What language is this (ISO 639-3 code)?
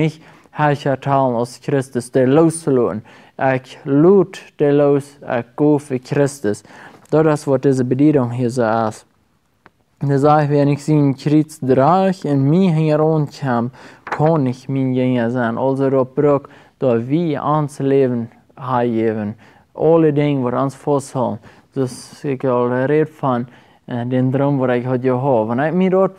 pdt